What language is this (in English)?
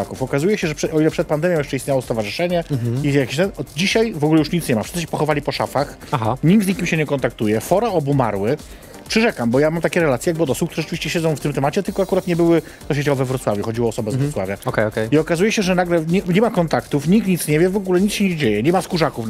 Polish